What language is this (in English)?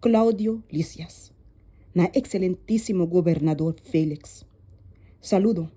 Papiamento